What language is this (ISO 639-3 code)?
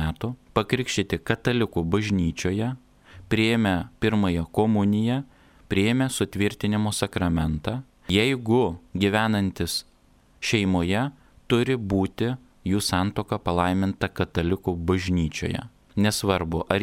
lit